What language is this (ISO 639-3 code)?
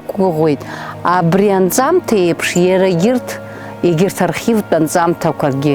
abk